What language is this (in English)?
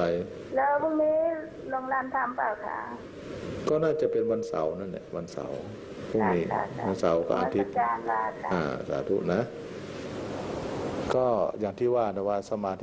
Thai